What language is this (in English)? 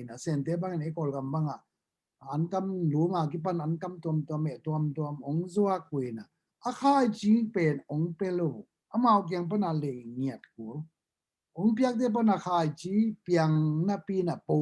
Tedim Chin